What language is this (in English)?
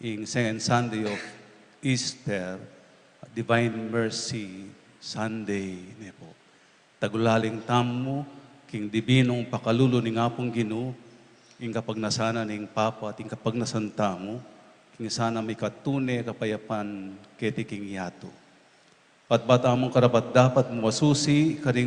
Pampanga